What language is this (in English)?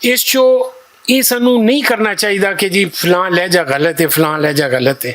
Western Panjabi